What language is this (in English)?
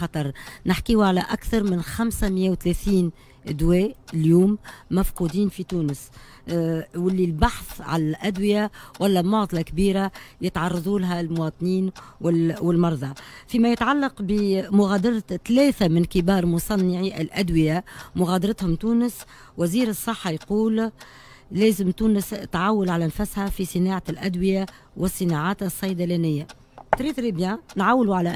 Tunisian Arabic